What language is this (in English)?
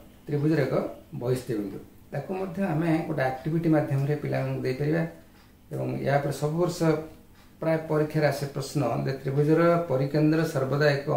Odia